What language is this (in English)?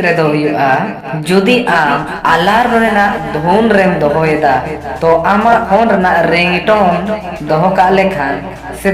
Santali